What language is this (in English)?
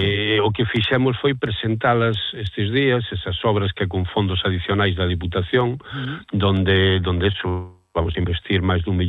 Galician